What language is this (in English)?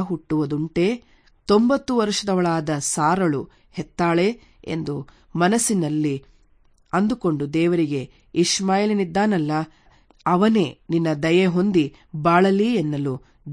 Kannada